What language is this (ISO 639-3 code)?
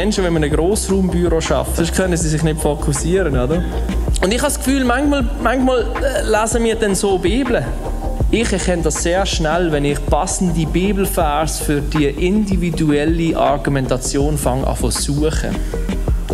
gsw